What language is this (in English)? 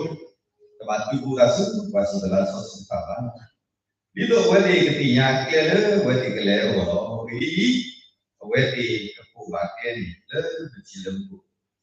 S'gaw Karen